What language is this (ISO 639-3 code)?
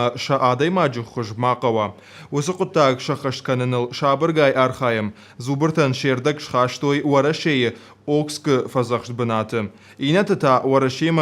oss